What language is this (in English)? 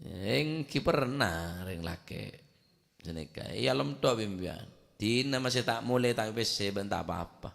Madurese